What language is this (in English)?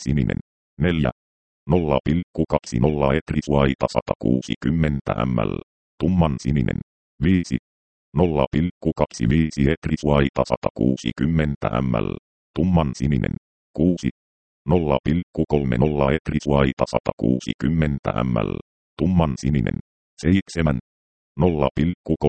Finnish